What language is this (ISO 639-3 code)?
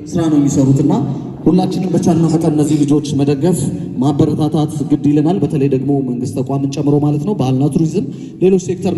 amh